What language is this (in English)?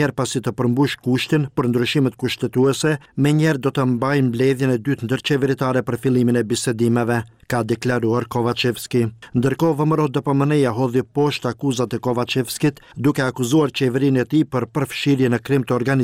Albanian